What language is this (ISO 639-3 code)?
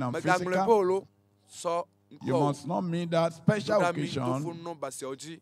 ewe